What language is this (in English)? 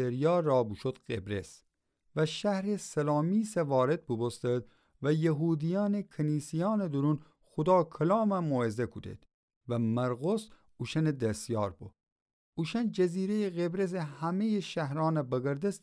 Gilaki